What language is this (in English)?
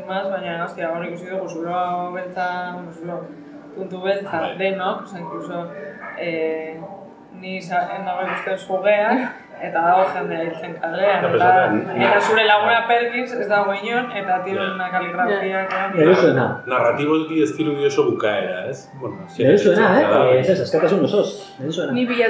Basque